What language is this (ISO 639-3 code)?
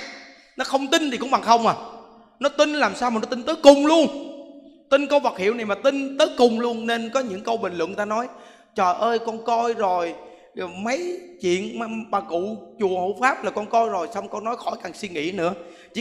vie